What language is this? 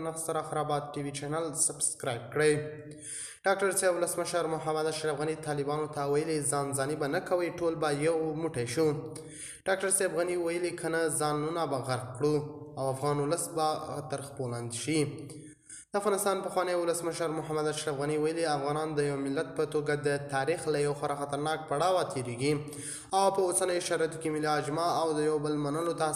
Pashto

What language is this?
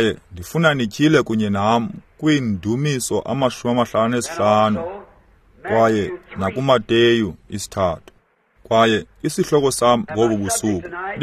Xhosa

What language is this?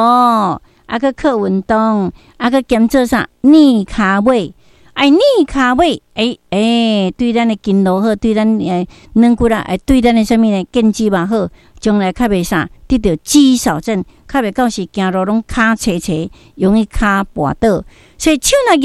Min Nan Chinese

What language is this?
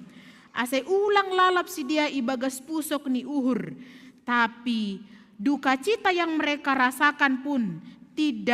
Batak Simalungun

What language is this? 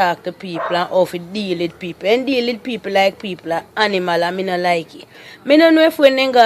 Jamaican Creole English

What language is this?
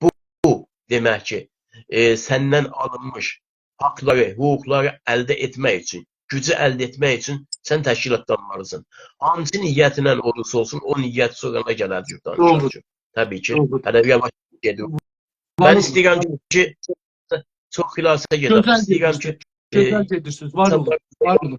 South Azerbaijani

